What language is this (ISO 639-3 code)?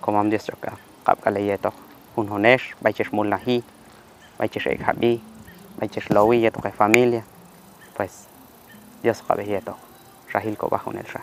kjb